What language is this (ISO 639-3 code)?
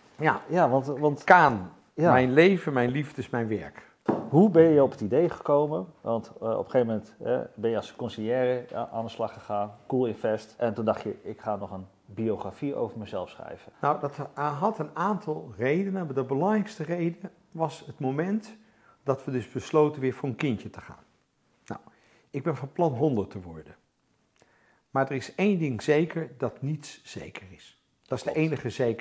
nld